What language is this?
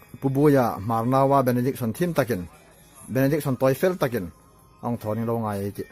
Hmar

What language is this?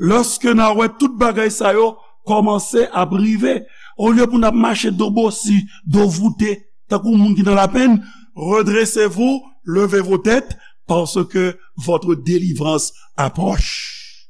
Haitian Creole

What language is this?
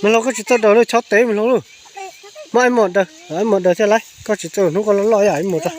Hmong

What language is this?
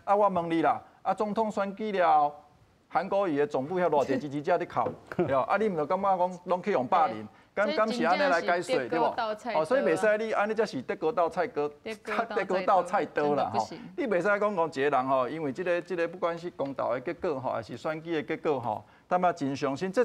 Min Nan Chinese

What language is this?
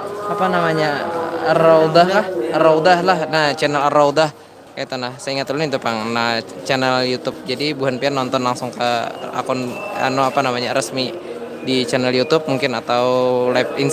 Banjar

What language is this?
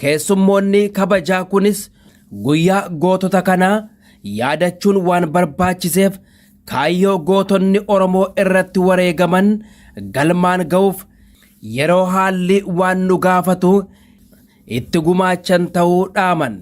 Oromo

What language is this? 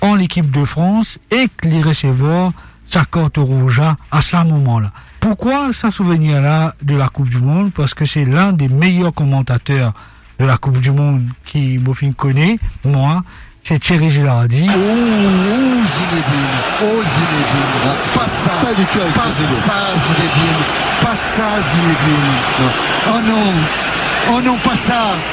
Morisyen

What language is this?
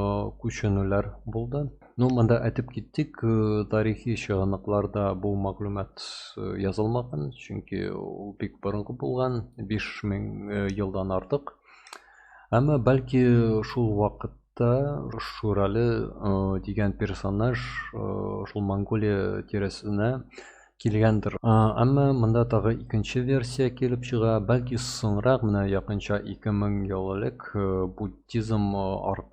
Tatar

